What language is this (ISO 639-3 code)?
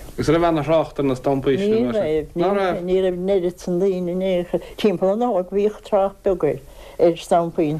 gle